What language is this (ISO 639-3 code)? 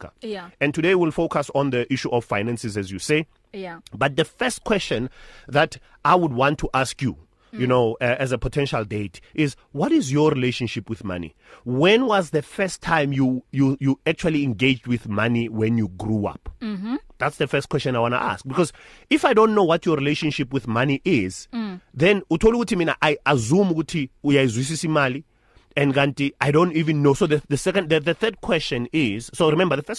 eng